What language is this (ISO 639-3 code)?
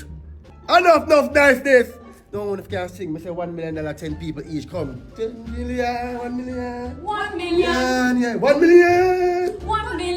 jam